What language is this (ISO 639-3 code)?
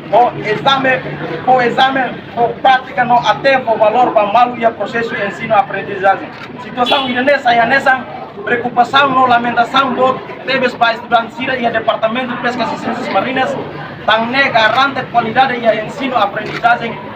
tet